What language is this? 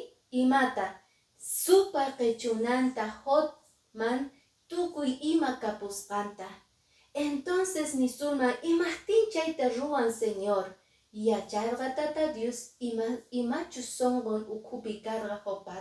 Quechua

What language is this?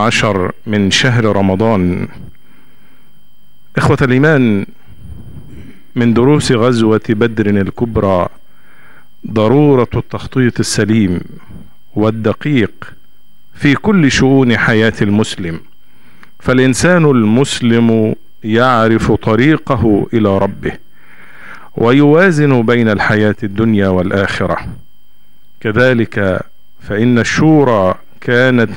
Arabic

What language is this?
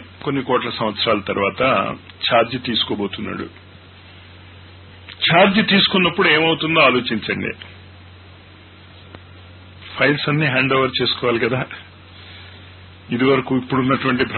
Telugu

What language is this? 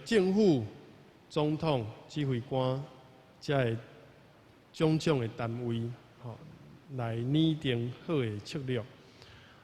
Min Nan Chinese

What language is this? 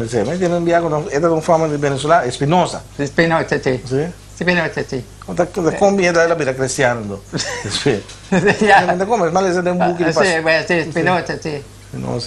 Papiamento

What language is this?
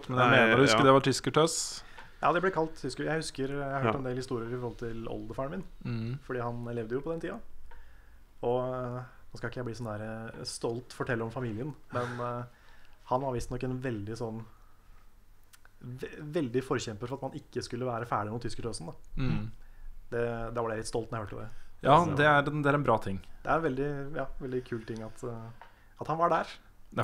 Norwegian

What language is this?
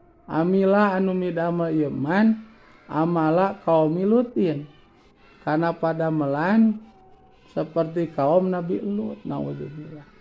Sundanese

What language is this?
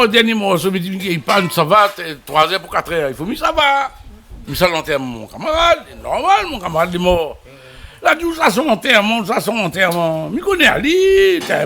Réunion Creole French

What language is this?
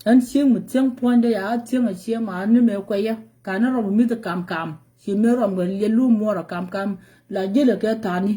Nuer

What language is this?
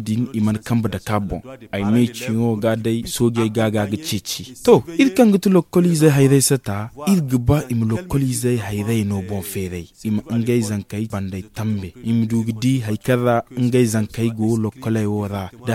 Zarma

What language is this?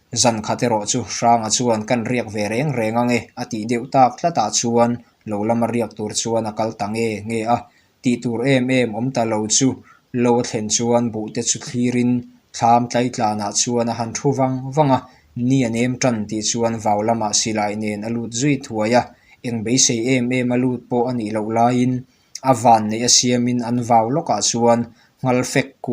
Mizo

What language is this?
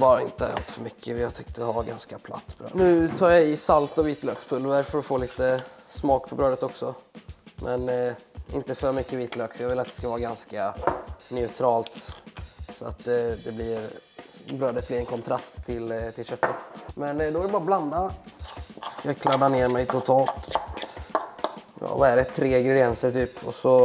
Swedish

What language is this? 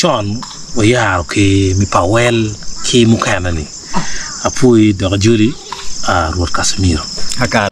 Acoli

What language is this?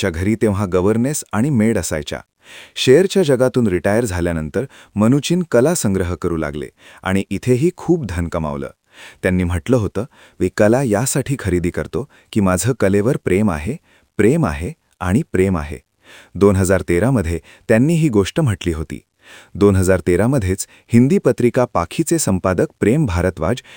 Marathi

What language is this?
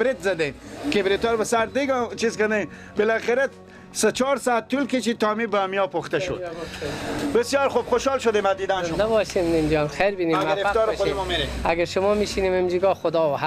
Persian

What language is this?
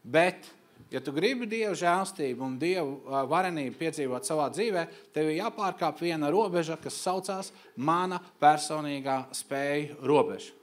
Latvian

